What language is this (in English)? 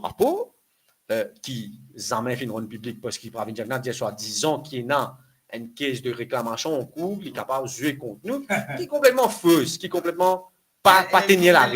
Morisyen